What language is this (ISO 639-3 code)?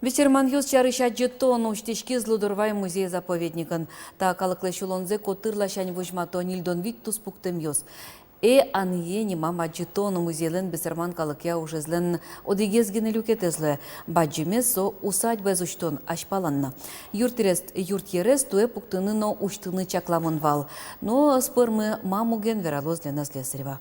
udm